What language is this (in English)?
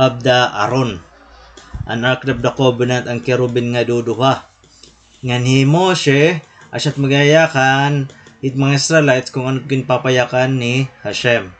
Waray